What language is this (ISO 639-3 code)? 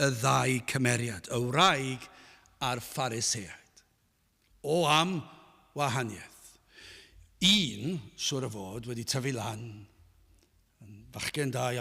cym